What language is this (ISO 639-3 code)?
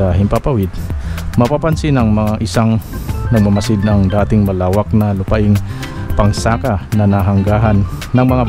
fil